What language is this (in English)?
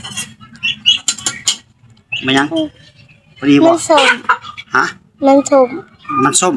Northeastern Thai